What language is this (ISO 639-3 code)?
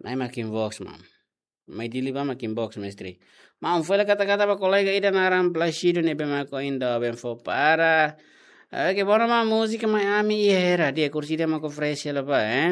tet